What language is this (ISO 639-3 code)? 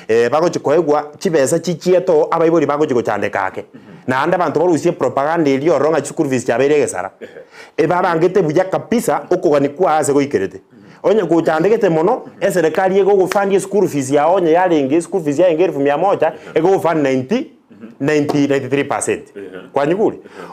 guz